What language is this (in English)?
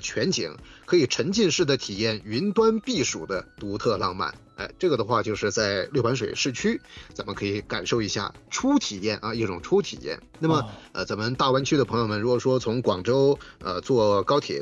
Chinese